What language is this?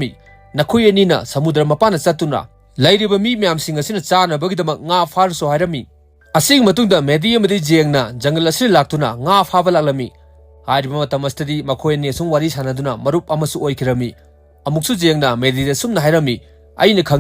Manipuri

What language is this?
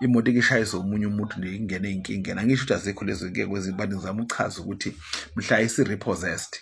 Zulu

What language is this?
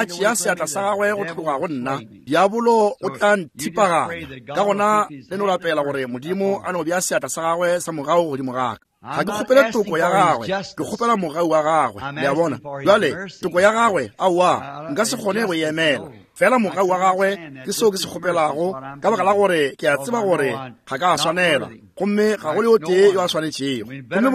Northern Sotho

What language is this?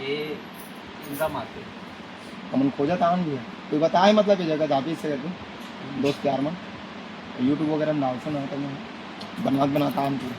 Chhattisgarhi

